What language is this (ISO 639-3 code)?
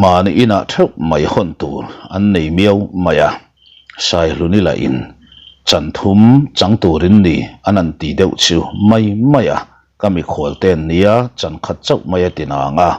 lus